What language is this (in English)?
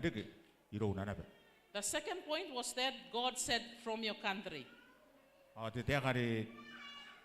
Gilbertese